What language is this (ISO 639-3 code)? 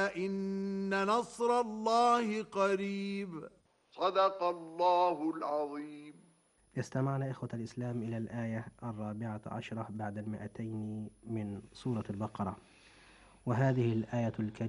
ara